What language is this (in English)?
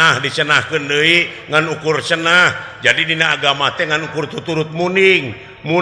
Sundanese